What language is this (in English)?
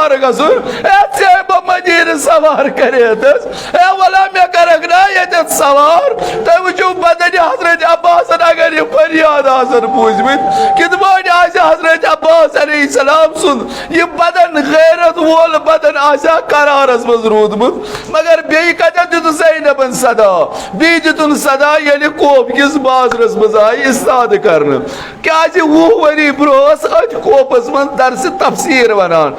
Kashmiri